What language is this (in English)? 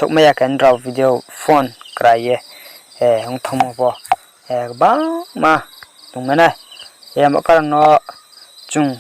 Riang (India)